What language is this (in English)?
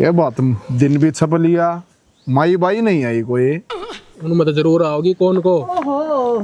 Haryanvi